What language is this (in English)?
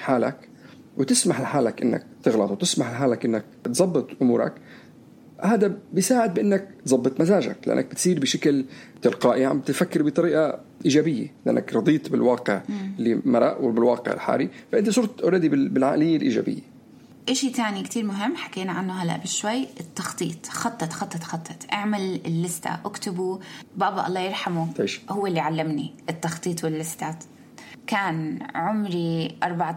North Levantine Arabic